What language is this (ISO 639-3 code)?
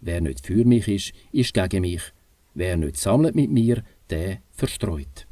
gsw